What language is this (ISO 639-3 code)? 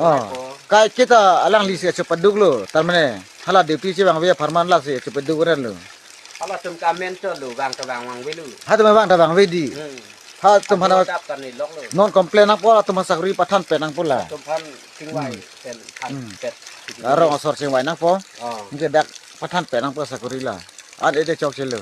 mjw